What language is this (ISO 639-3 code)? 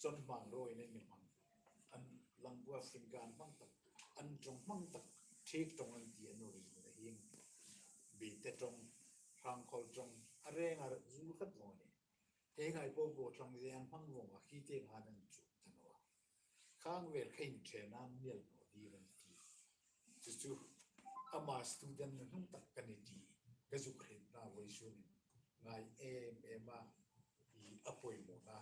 hmr